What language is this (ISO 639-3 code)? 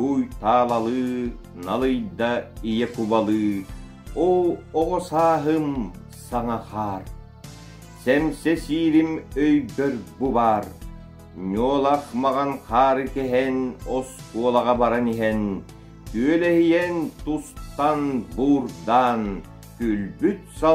sah